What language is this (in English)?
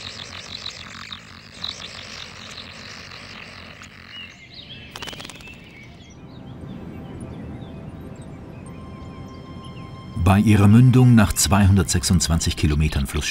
German